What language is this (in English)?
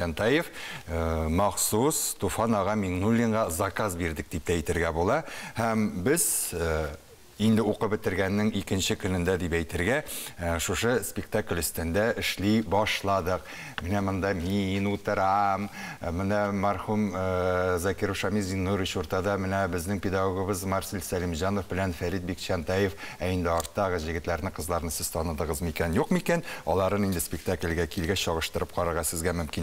Tatar